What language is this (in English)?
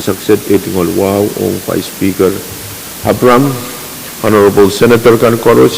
Pohnpeian